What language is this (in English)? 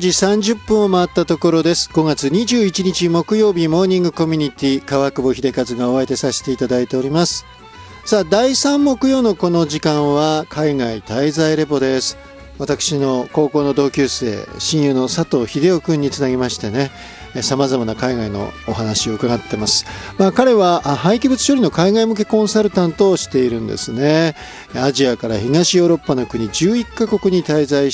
Japanese